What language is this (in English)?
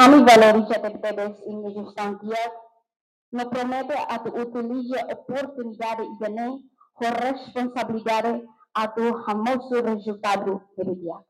Tetum